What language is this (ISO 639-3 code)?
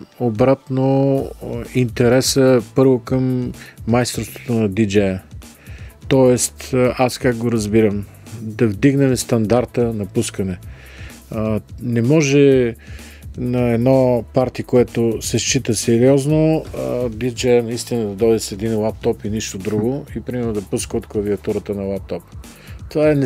bul